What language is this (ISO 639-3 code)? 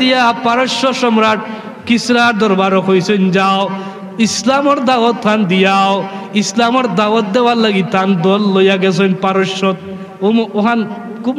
syl